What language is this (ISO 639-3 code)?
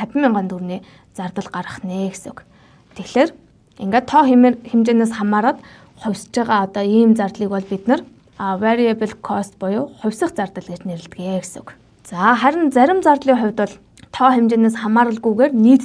mon